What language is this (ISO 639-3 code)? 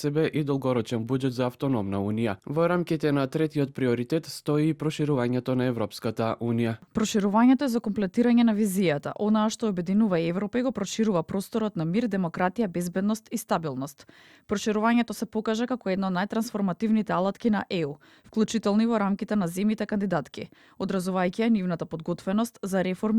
mkd